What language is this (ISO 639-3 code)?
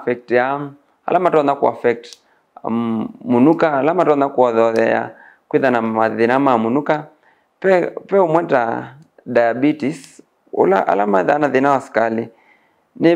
kam